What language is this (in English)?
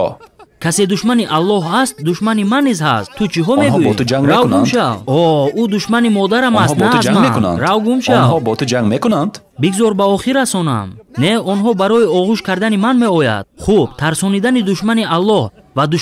Tajik